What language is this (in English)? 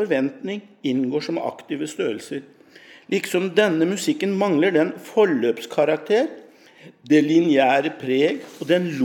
Norwegian